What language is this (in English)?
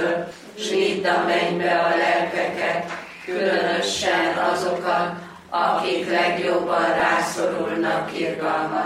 Hungarian